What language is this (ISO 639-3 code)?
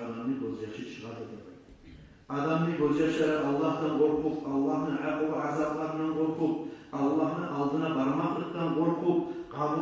kum